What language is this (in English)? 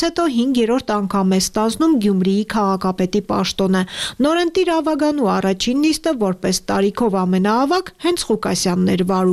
Armenian